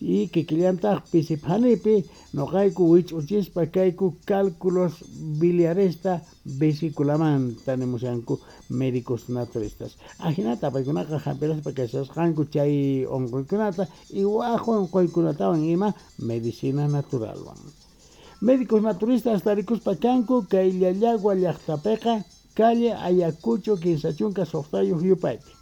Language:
Quechua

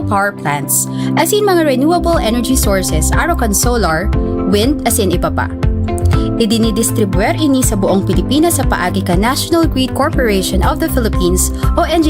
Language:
Bikol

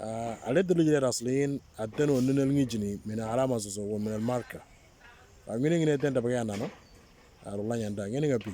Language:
Moro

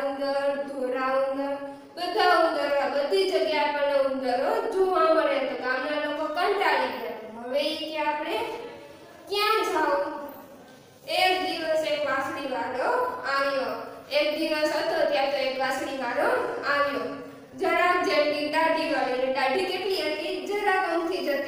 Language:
Gujarati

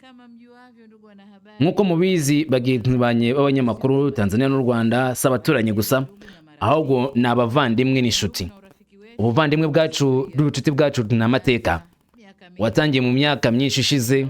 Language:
Kinyarwanda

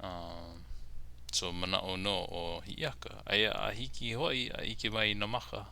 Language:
Hawaiian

